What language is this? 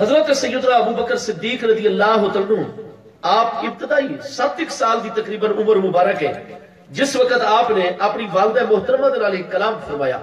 Saraiki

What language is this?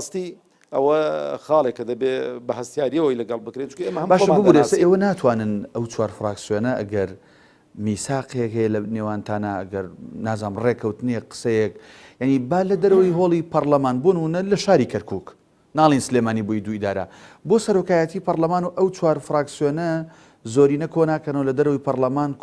Central Kurdish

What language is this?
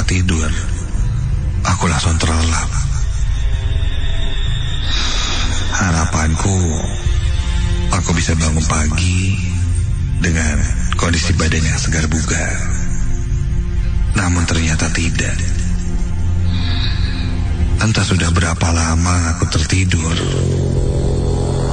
Indonesian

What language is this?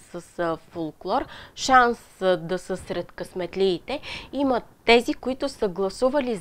Bulgarian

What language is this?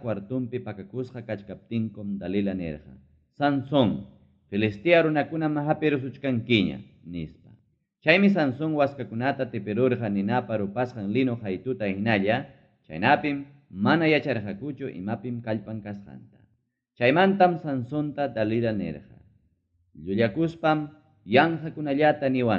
Ayacucho Quechua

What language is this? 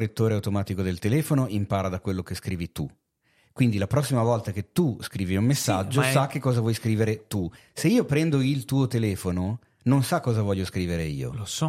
Italian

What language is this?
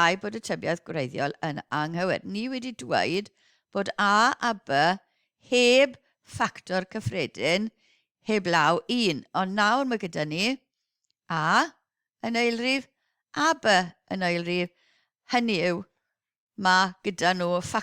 Welsh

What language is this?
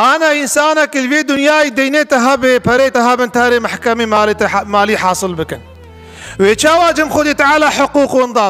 Kurdish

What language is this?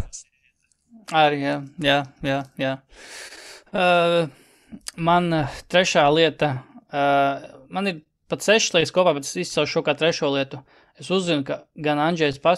Latvian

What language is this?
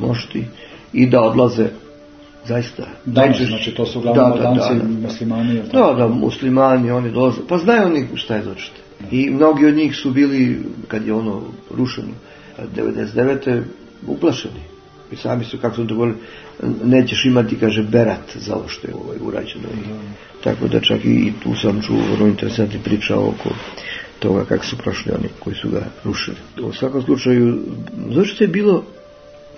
Serbian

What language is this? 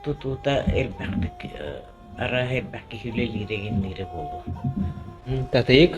Yakut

